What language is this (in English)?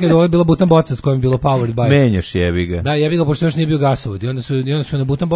Serbian